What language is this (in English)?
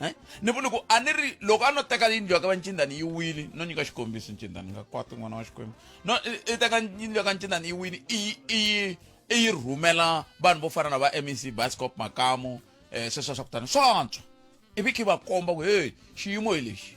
Tsonga